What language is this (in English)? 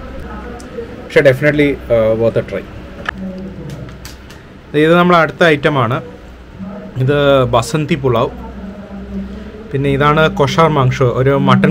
Malayalam